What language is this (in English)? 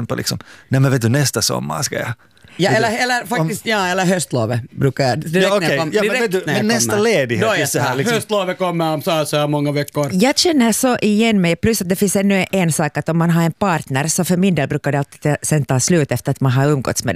Swedish